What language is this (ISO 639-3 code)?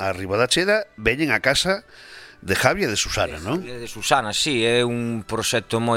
glg